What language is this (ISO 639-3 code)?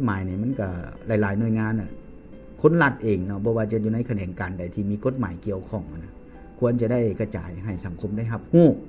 lao